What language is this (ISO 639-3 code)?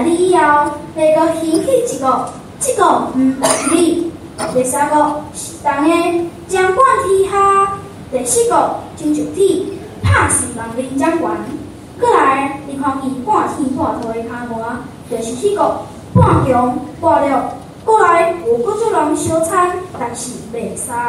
nan